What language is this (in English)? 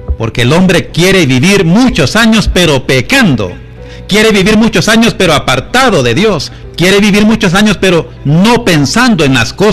Spanish